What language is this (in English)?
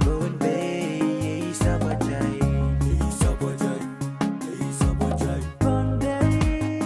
Pohnpeian